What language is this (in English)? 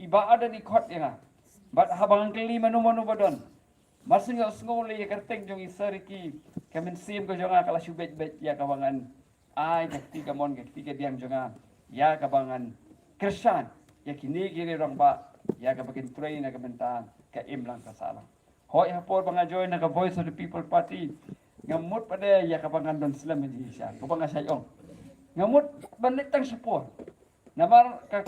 Khasi